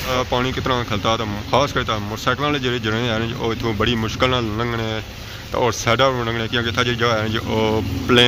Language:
Pahari-Potwari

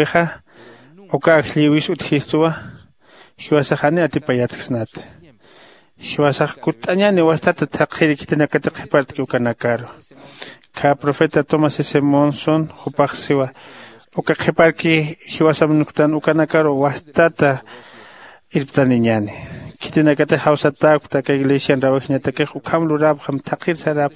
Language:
Aymara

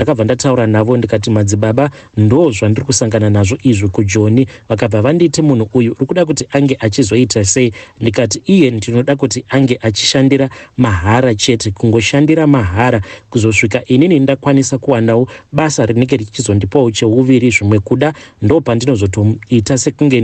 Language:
Shona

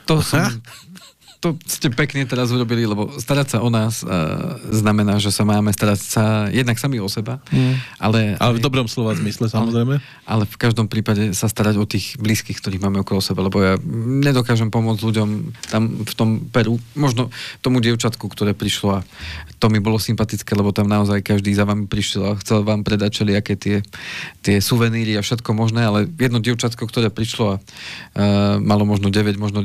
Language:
Slovak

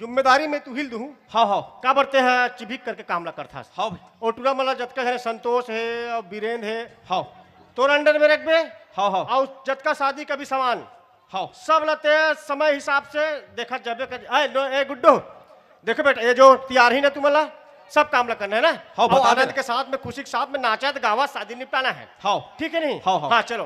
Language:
Chhattisgarhi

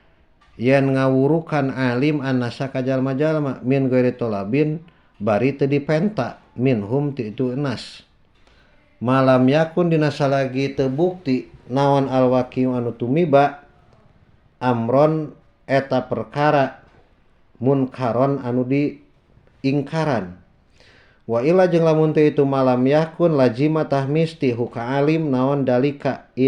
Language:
Sundanese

